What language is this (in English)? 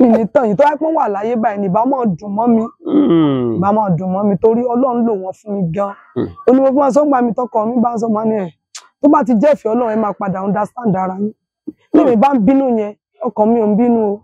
Yoruba